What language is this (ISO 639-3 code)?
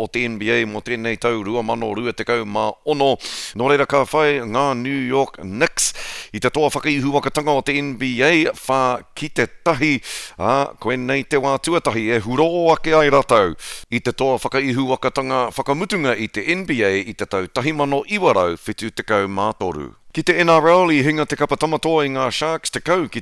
mri